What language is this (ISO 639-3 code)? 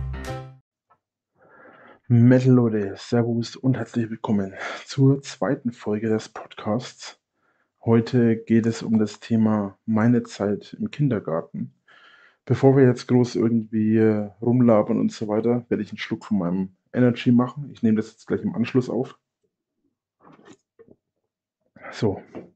deu